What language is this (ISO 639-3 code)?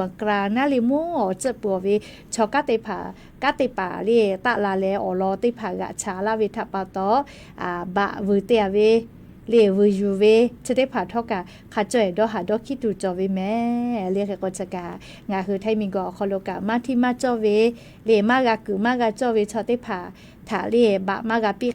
lhu